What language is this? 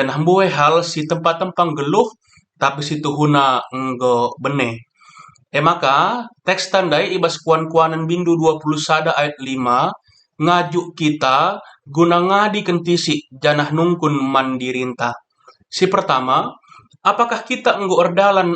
Batak Karo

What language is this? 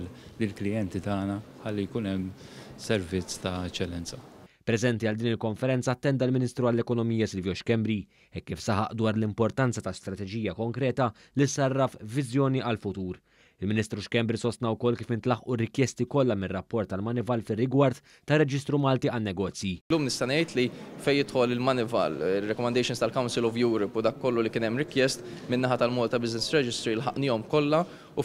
Maltese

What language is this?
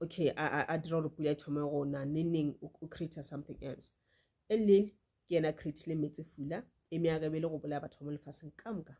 Northern Sotho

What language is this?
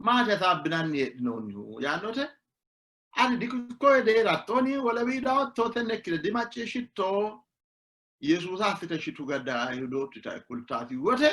Sidamo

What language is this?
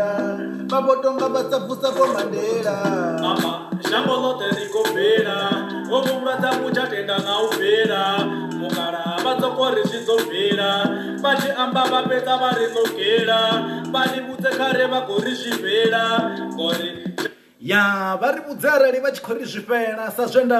Venda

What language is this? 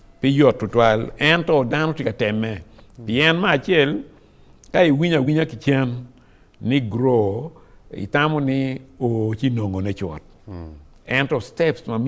Acoli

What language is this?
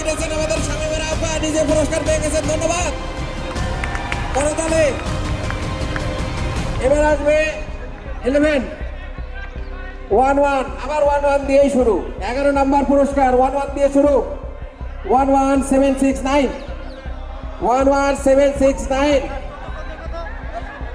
Bangla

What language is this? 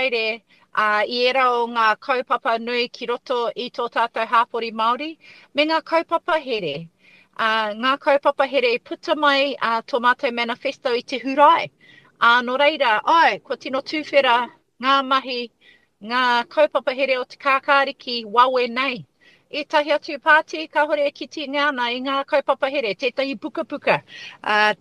Māori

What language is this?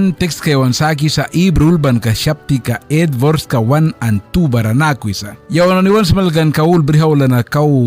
Mískito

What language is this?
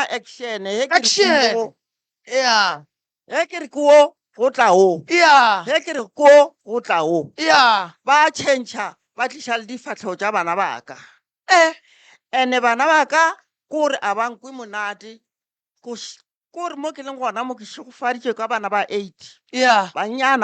Northern Sotho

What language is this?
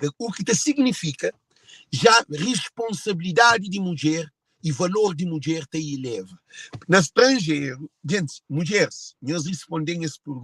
Kabuverdianu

